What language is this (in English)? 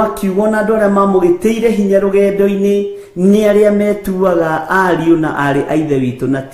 Kikuyu